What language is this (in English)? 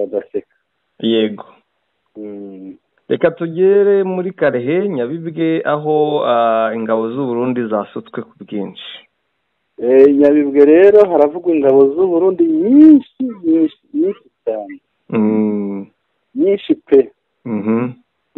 Kinyarwanda